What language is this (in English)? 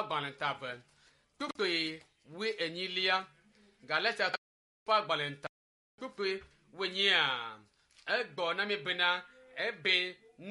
Ewe